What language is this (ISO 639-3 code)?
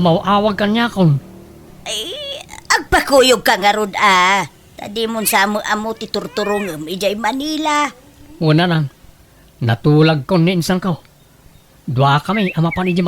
ilo